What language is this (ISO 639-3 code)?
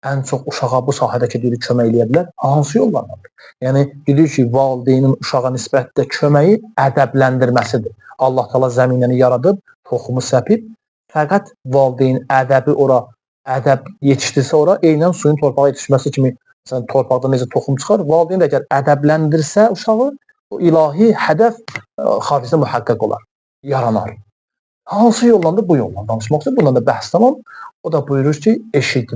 aze